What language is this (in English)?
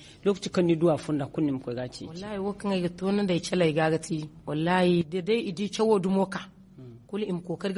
Zarma